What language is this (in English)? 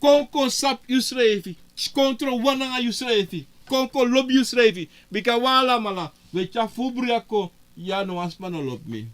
Sranan Tongo